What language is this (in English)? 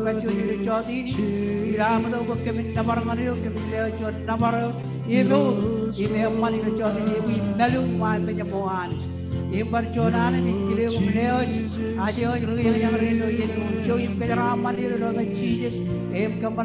Marshallese